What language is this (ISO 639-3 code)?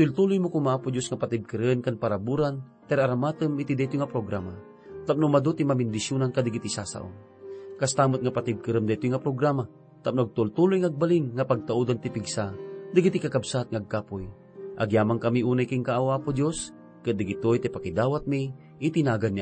ilo